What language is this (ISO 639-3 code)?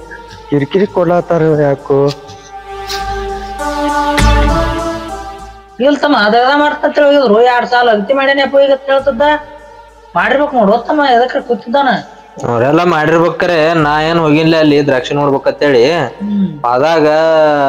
kan